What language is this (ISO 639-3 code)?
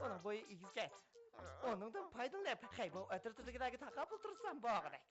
uig